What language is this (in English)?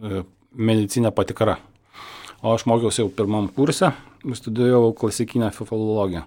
Lithuanian